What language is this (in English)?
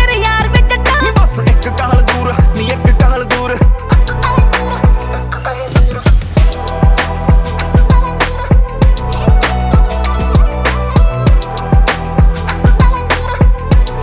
Punjabi